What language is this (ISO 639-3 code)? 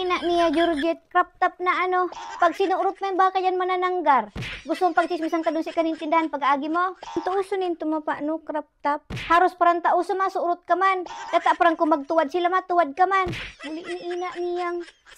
bik